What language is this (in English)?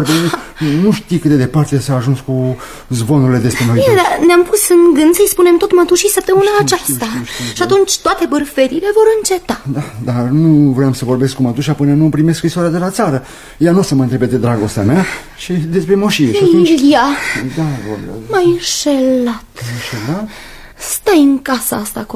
Romanian